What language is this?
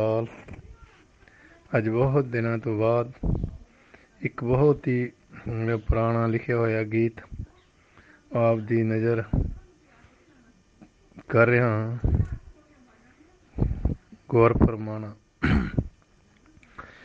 Punjabi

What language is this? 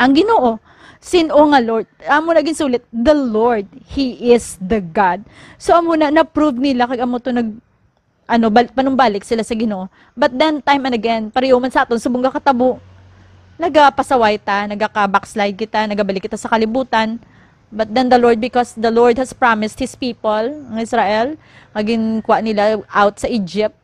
Hiligaynon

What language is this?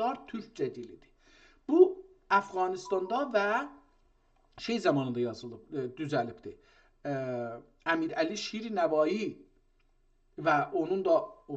South Azerbaijani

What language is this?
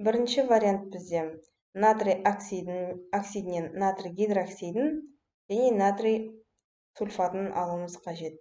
Kazakh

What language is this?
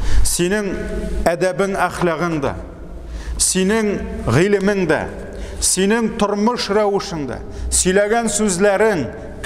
Tatar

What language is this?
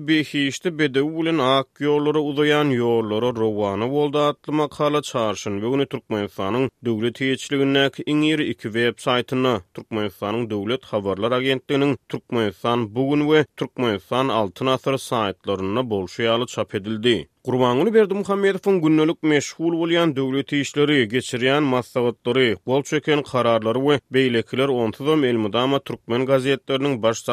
Turkmen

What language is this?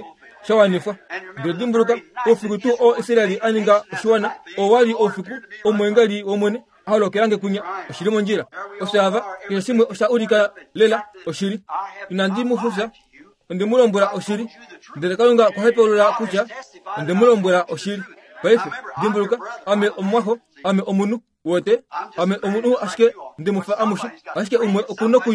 Kuanyama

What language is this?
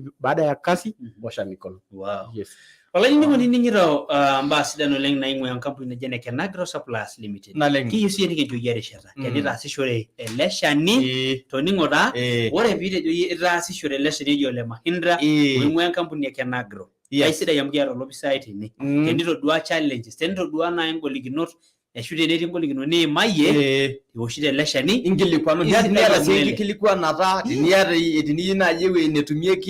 Masai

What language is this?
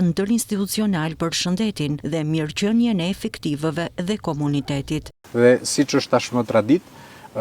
Albanian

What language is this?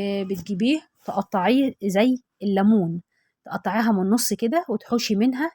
Egyptian Arabic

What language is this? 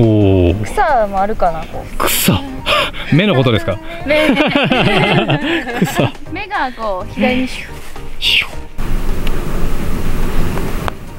Japanese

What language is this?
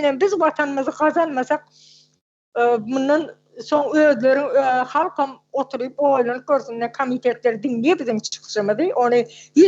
Turkmen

